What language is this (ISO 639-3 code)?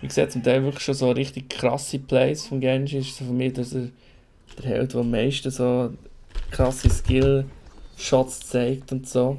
gsw